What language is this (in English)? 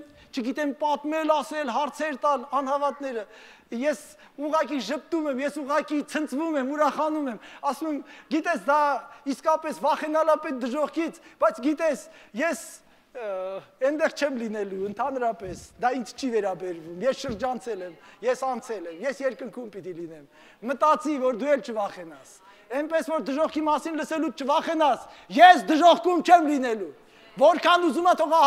Armenian